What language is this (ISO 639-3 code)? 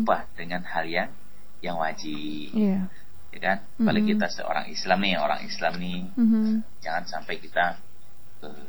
ind